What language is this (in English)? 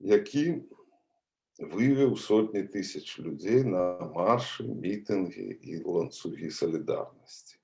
Belarusian